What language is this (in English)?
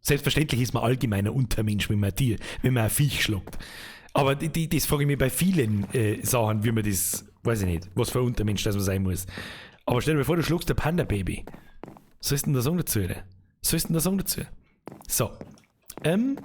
Bavarian